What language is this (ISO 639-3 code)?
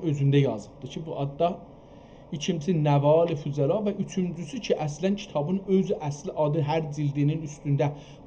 azb